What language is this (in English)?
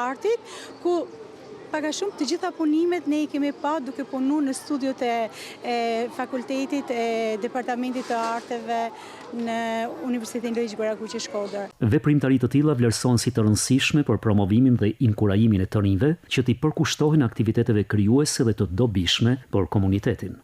Albanian